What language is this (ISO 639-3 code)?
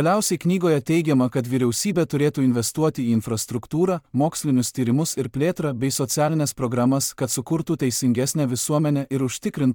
lit